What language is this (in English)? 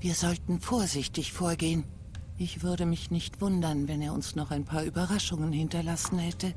Swiss German